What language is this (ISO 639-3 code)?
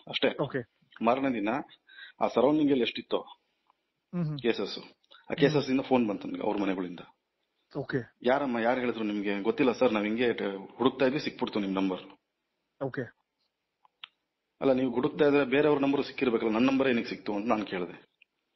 kan